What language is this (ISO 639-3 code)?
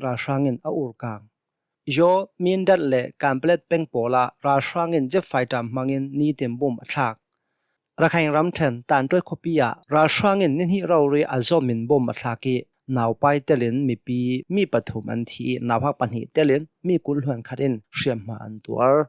cnh